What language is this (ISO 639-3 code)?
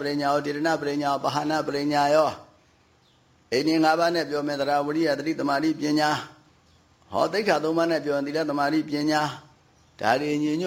mya